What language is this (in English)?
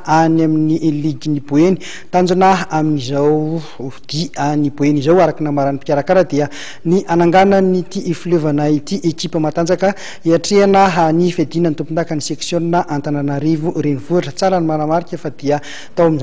Malagasy